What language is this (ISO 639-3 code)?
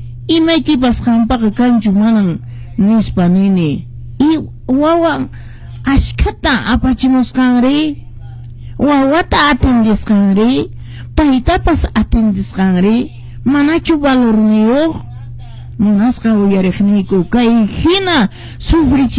que